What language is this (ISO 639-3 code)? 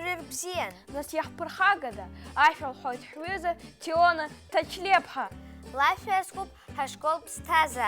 abk